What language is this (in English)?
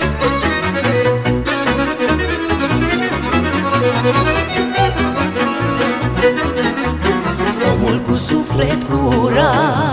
Romanian